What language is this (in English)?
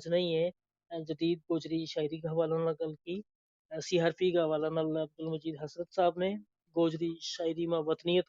Gujari